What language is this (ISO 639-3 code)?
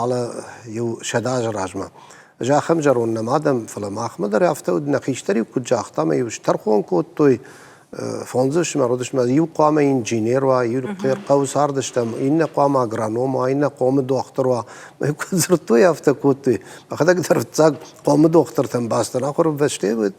oss